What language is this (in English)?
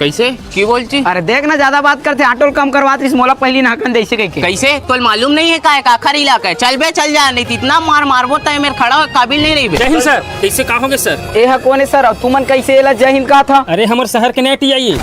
Chhattisgarhi